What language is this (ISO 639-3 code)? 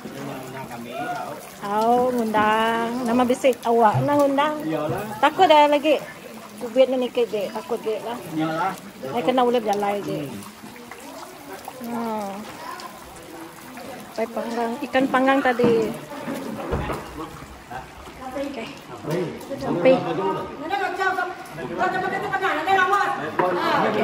msa